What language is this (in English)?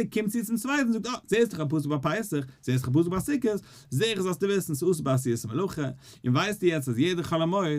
Yiddish